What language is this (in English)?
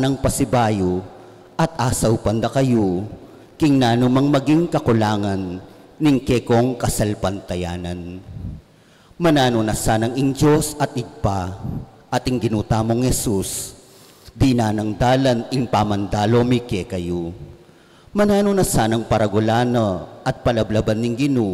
Pampanga